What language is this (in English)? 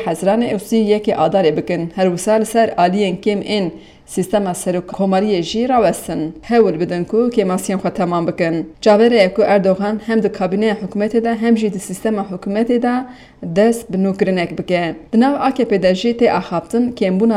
Kurdish